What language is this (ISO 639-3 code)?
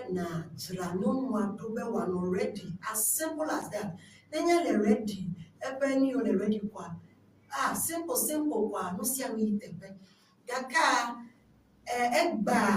ewe